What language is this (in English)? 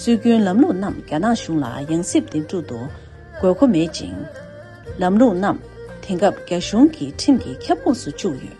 Tibetan